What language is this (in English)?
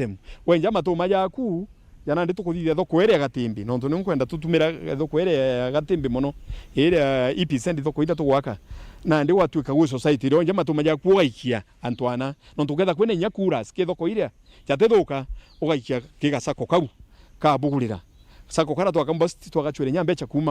Meru